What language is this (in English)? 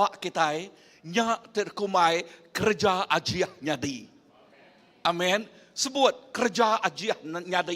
Iban